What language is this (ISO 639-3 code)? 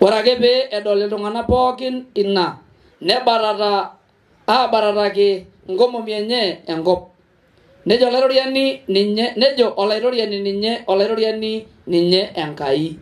mas